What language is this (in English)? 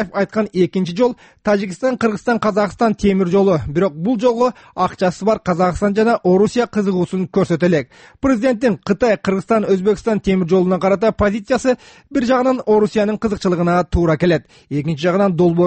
Kyrgyz